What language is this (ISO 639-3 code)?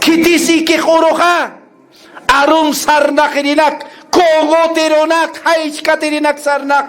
aym